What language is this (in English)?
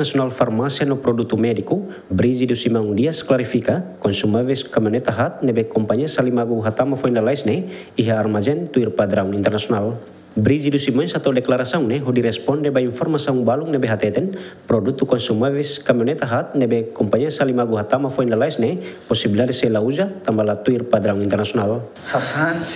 Tetum